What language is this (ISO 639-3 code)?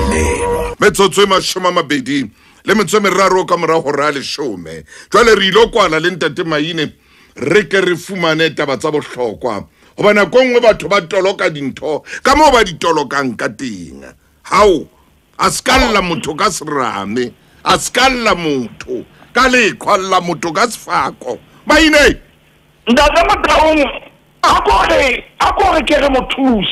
sot